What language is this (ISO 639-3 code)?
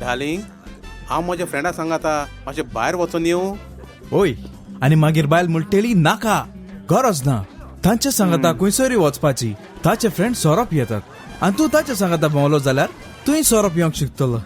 kok